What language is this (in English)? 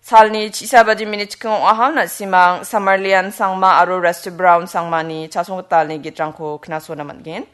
Garo